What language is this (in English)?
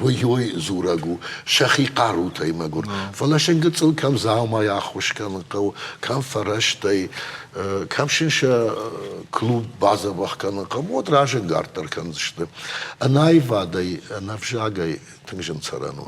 Ossetic